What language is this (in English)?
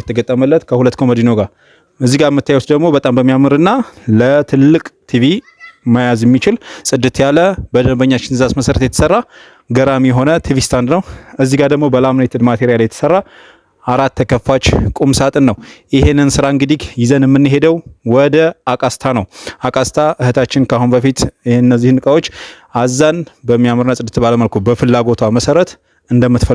Amharic